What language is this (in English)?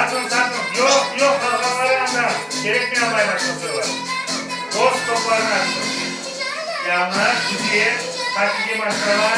Crimean Tatar